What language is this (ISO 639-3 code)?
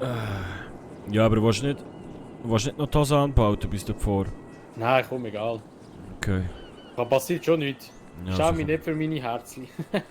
gsw